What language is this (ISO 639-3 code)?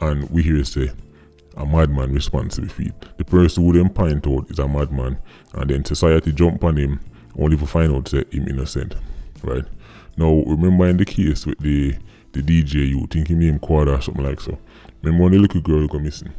jam